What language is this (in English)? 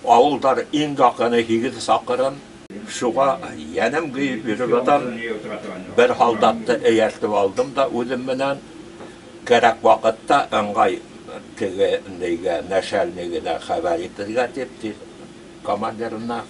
Bashkir